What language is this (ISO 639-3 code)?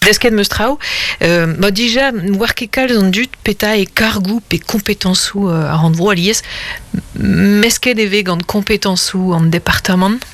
bre